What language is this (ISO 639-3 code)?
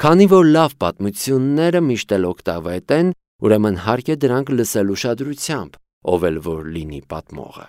hye